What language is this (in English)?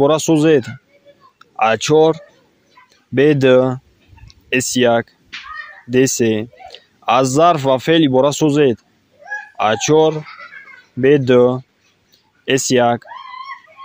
Tajik